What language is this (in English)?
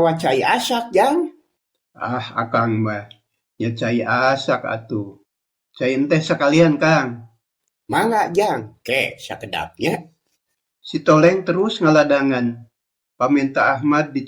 Sundanese